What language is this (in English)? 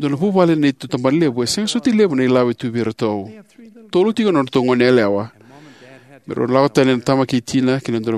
Fijian